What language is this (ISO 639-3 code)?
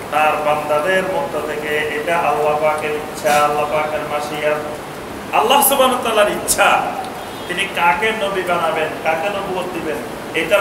ben